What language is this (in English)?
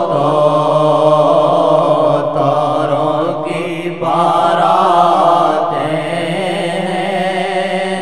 Urdu